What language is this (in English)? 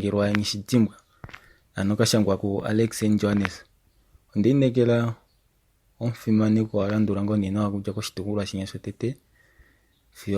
Kuanyama